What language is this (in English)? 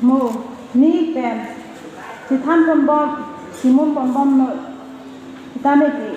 Karbi